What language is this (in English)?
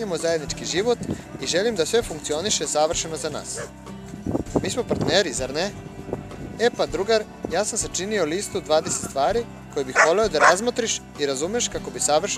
Serbian